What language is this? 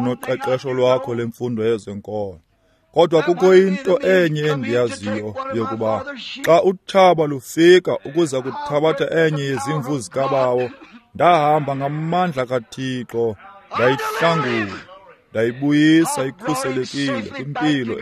Xhosa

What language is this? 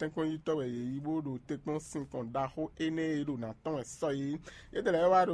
Fon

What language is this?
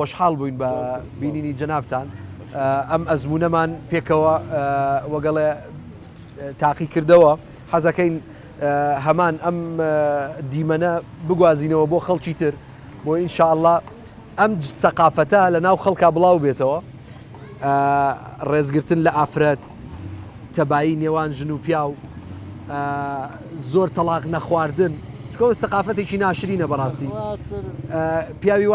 Central Kurdish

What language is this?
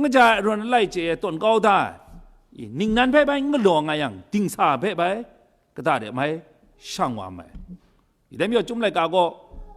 Kachin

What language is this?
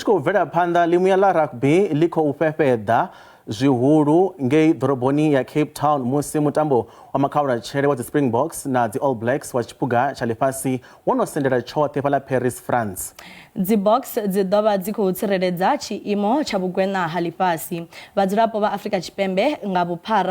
Venda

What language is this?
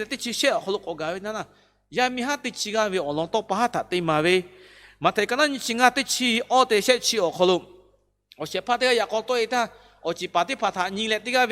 Lahu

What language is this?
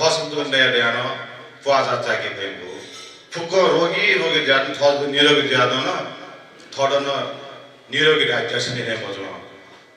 Newari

